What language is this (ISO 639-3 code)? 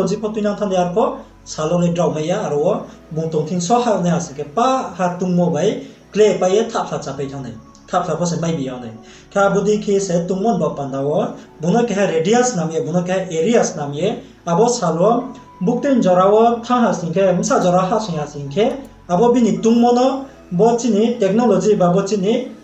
ria